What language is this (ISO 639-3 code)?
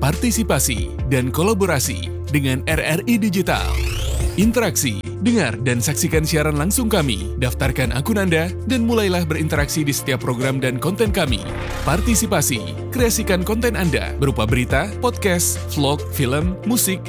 ind